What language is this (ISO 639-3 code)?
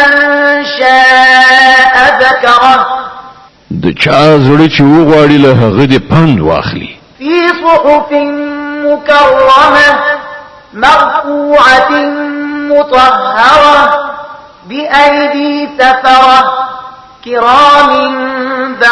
pus